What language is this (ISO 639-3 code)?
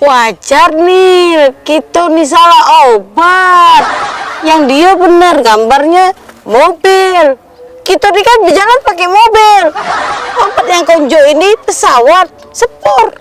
mui